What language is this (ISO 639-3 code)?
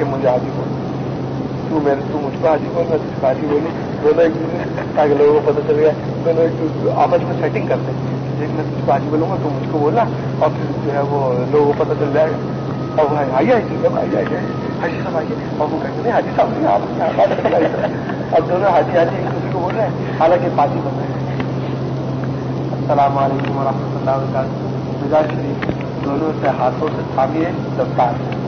urd